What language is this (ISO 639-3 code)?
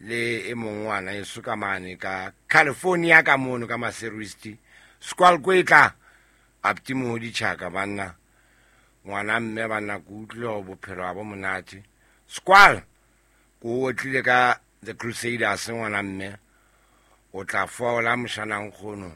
sot